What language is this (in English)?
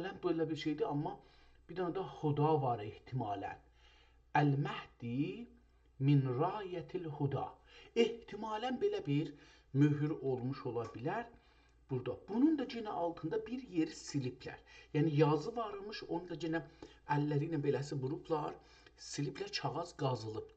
South Azerbaijani